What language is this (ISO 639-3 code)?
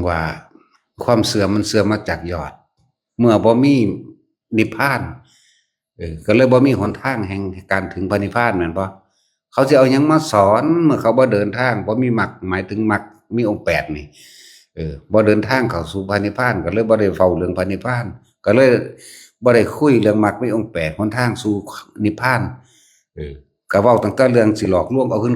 lao